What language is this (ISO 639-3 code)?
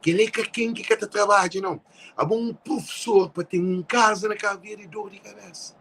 kea